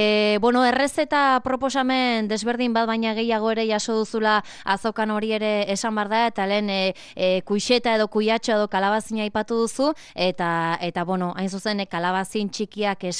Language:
Basque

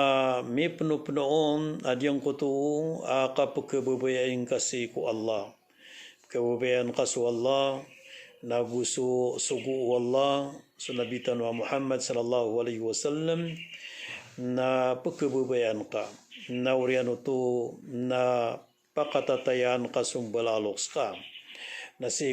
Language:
Maranao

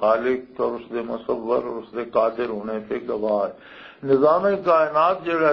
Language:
Western Panjabi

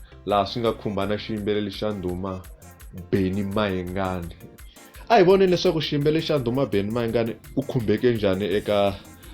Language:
Tsonga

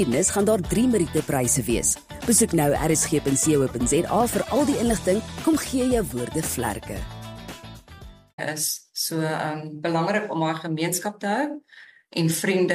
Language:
Afrikaans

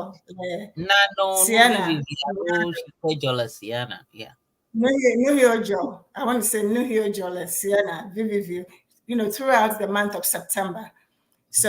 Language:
Ewe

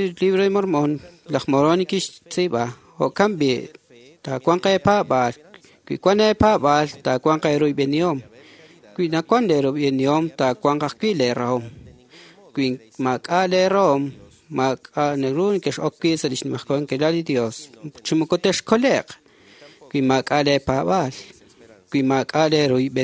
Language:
Kekchí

